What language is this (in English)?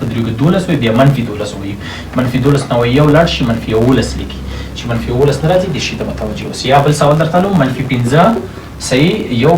Pashto